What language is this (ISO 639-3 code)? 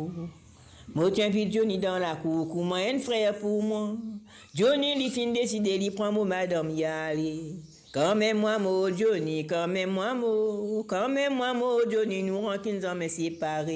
mfe